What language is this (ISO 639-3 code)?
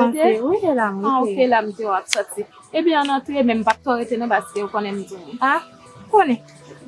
hat